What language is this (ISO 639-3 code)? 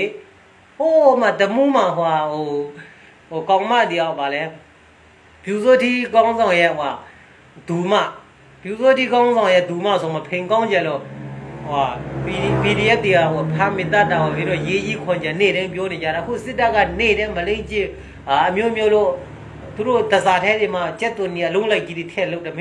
mya